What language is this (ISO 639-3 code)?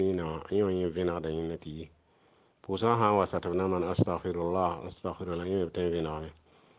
mos